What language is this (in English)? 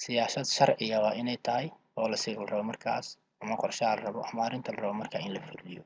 Somali